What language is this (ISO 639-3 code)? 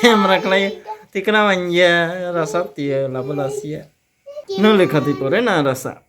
trp